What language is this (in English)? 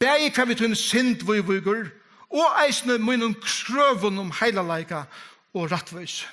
Faroese